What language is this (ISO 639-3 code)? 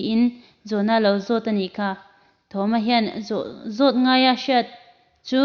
lus